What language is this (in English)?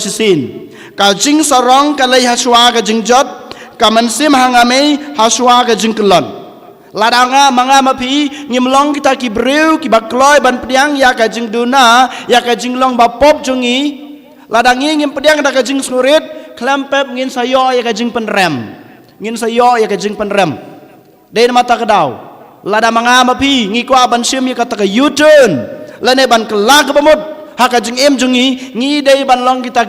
Khasi